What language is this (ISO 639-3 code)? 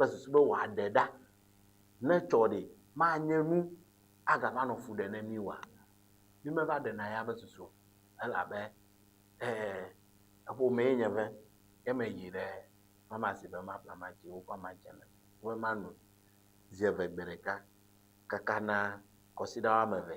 ewe